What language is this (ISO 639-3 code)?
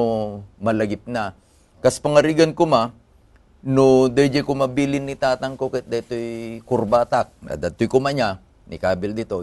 ilo